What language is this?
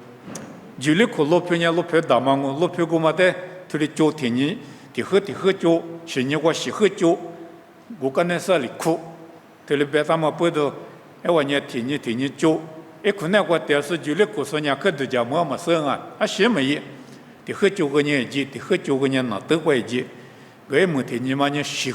Lisu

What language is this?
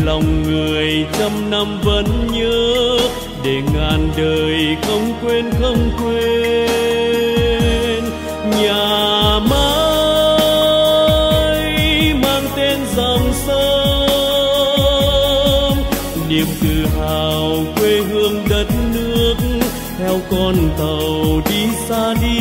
Vietnamese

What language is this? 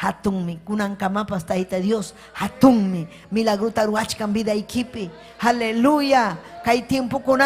Ayacucho Quechua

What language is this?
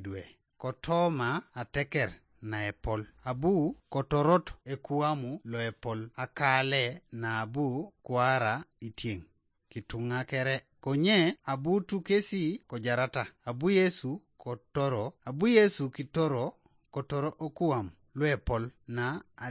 Teso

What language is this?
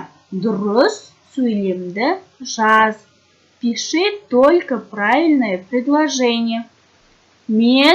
Kazakh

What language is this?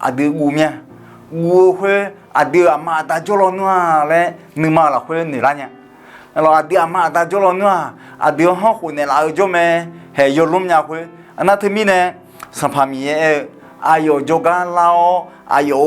Akha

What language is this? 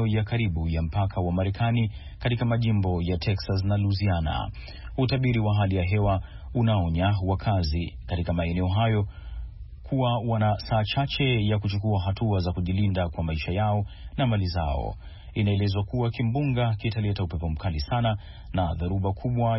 Swahili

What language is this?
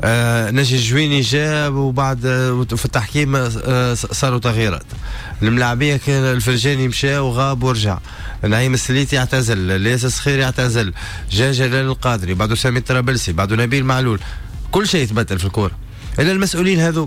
Tunisian Arabic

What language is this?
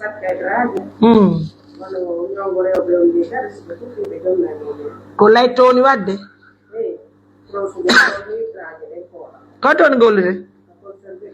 Pular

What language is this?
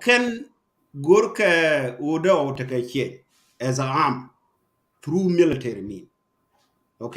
Nuer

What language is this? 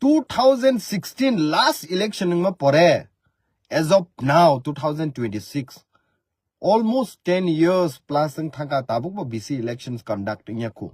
Kok Borok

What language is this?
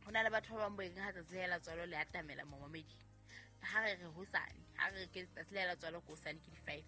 Southern Sotho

